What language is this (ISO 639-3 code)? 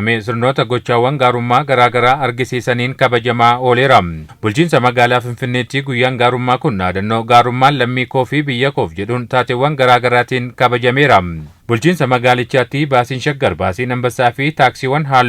orm